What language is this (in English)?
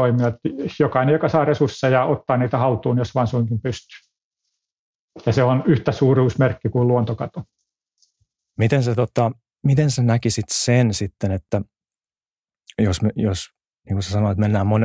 Finnish